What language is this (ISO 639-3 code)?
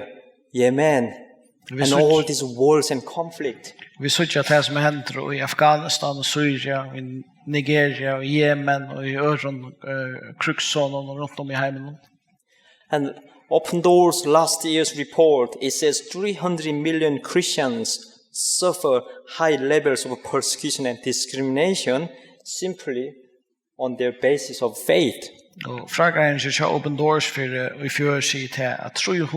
fao